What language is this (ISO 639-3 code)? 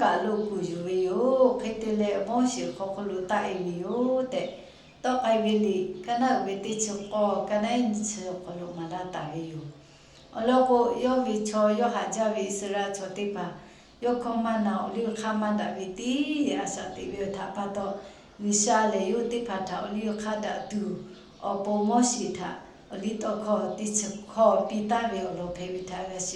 lhu